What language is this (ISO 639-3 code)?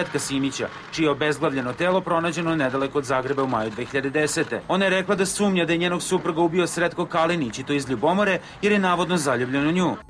srp